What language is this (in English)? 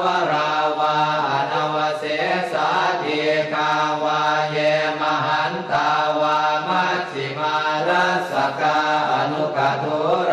Pali